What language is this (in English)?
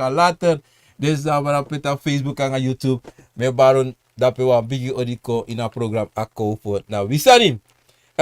Sranan Tongo